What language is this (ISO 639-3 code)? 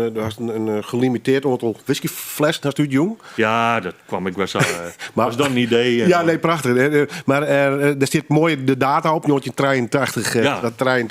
fry